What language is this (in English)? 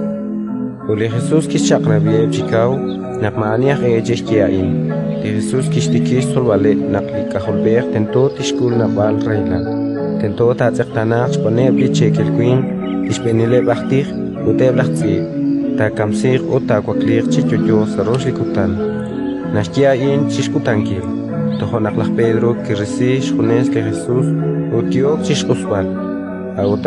Kekchí